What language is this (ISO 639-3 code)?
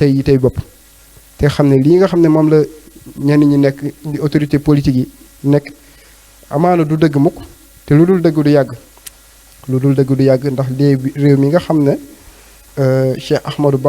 wol